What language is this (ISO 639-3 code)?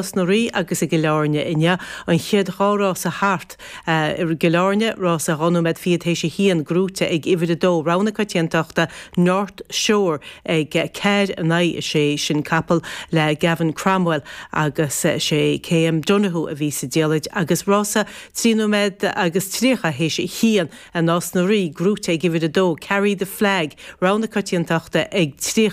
gle